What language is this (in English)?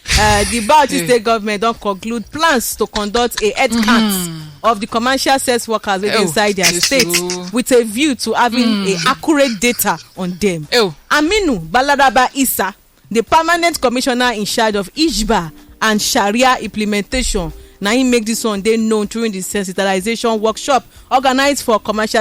Nigerian Pidgin